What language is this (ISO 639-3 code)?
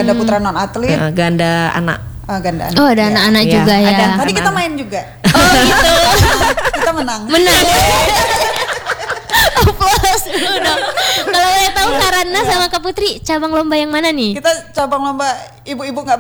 ind